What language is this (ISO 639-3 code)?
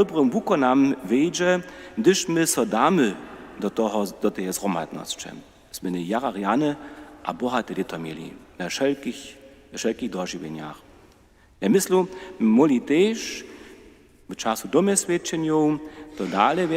hsb